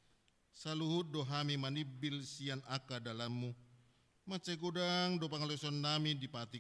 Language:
Batak Toba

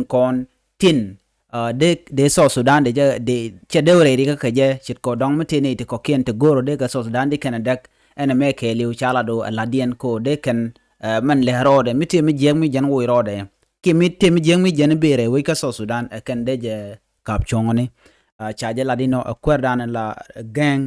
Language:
Nuer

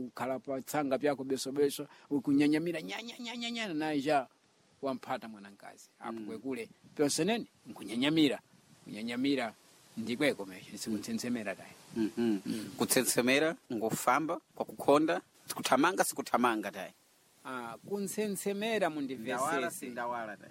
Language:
Sena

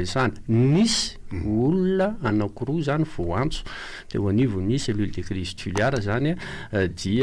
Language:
Malagasy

